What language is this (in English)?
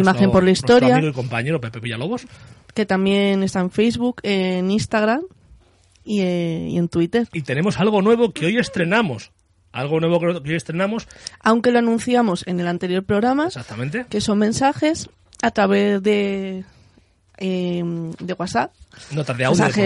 Spanish